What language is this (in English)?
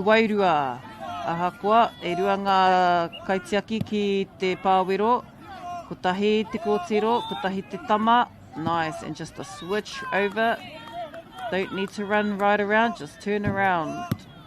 Māori